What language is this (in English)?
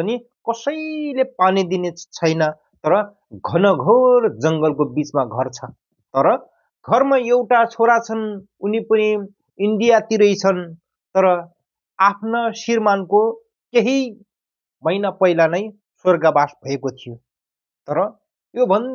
Nepali